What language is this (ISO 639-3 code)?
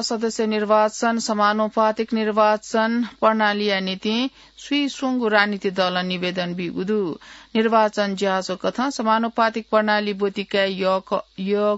new